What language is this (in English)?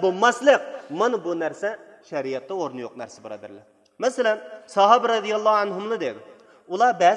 Uyghur